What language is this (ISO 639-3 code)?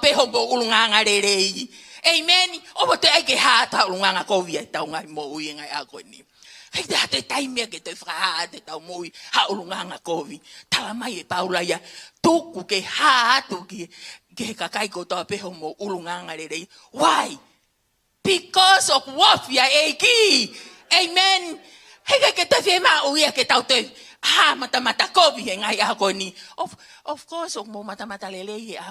ton